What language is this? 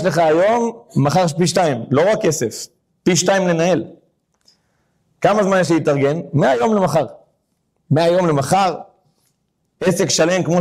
Hebrew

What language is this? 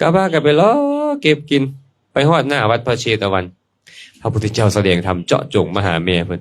Lao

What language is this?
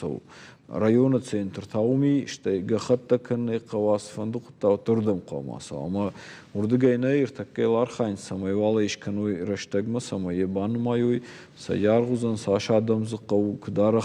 Ossetic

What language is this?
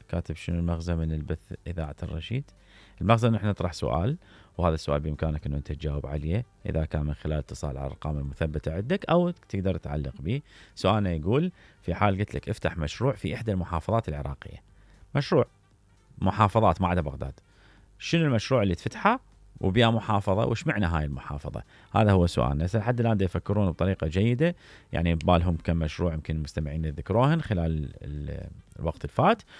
Mesopotamian Arabic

